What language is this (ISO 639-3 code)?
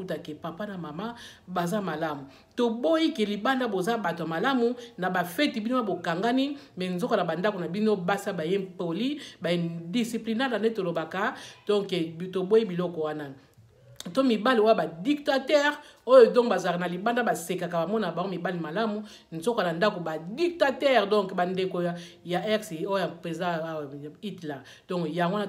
lin